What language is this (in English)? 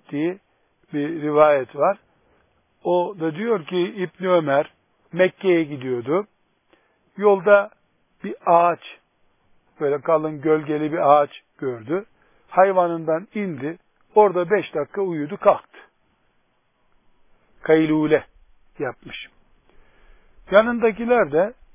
Turkish